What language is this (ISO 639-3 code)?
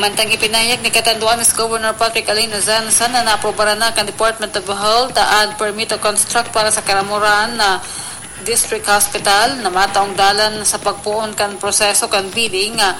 bik